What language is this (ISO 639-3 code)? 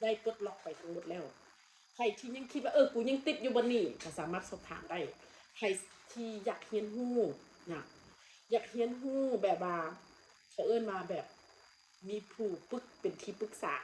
tts